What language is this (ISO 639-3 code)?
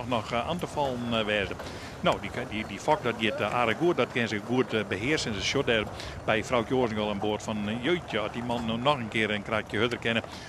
fry